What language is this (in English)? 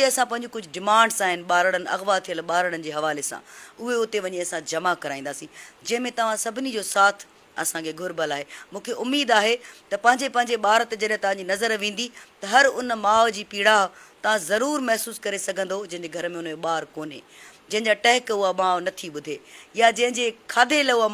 Sindhi